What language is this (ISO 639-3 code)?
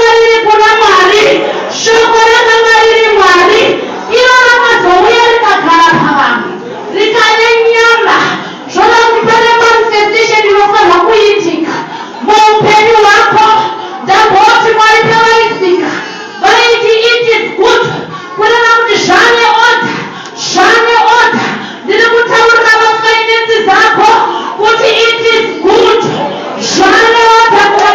sna